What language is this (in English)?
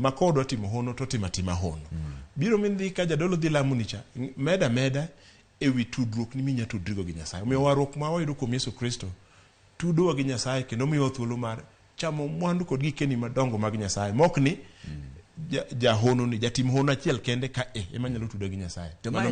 Luo (Kenya and Tanzania)